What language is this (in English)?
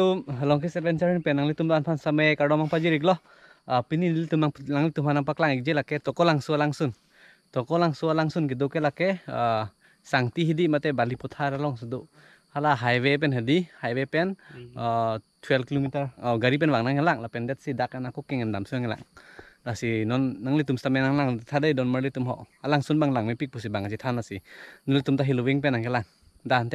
Karbi